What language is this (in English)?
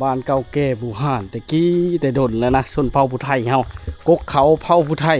Lao